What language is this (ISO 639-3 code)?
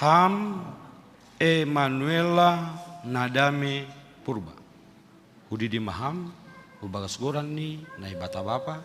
bts